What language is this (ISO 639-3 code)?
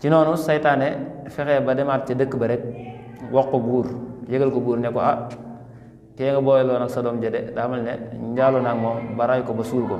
wol